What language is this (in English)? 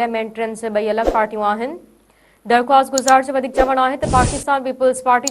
Sindhi